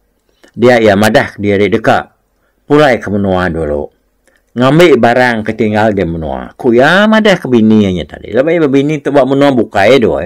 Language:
Iban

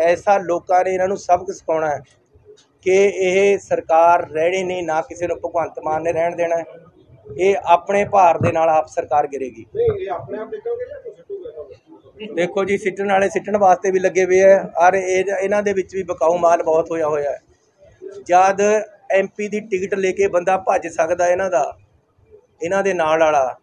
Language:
Punjabi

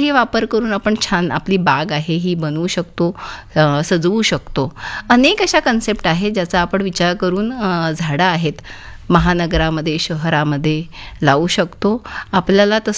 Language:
Marathi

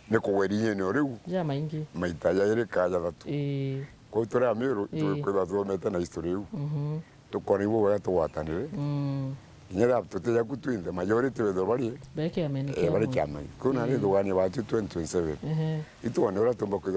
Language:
Meru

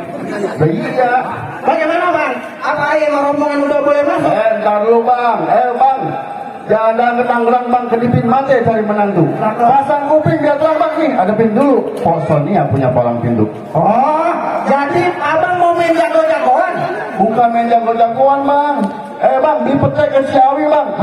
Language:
Betawi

